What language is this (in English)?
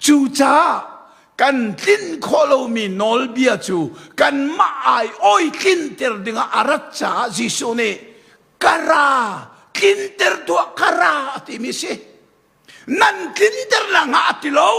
Hakha Chin